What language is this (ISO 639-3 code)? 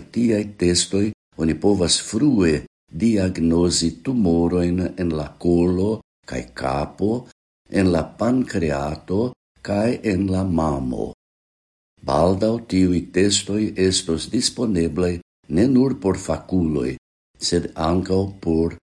epo